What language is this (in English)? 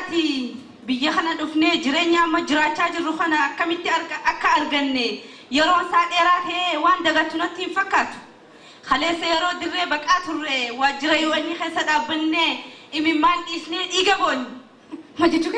Oromo